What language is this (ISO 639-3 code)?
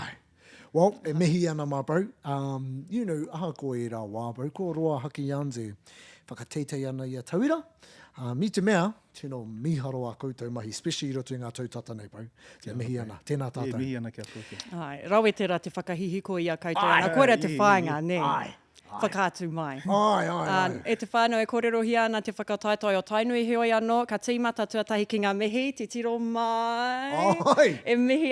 mri